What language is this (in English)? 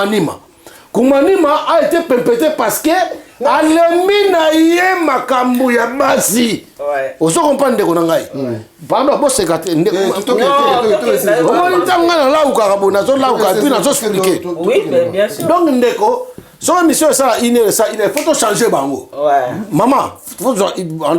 Lingala